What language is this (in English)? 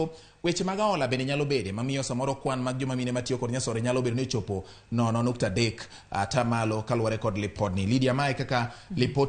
Luo (Kenya and Tanzania)